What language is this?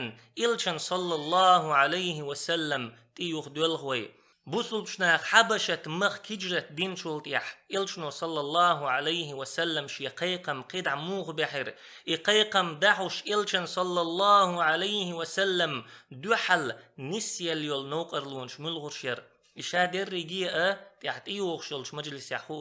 Chechen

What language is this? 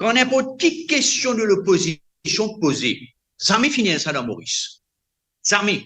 Morisyen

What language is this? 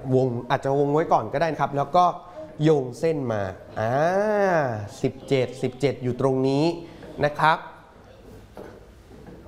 Thai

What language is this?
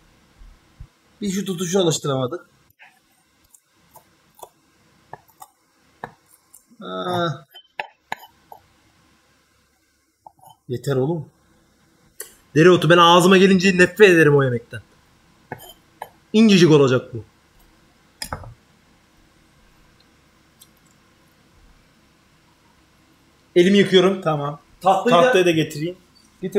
Turkish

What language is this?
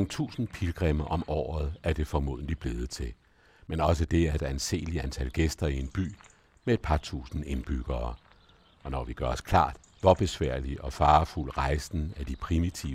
Danish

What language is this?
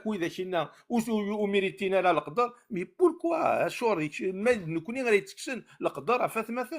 Kabyle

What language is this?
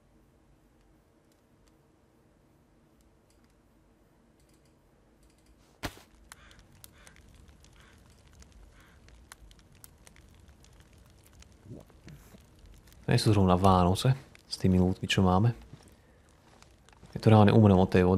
Slovak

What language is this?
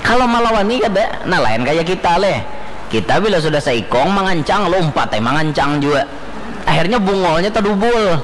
Banjar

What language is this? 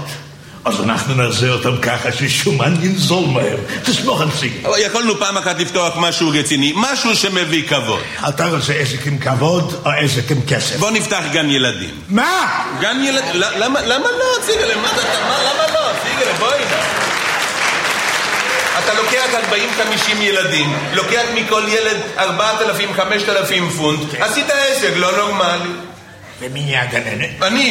Hebrew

